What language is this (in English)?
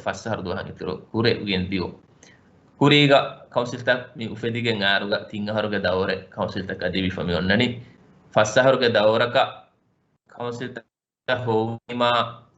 Divehi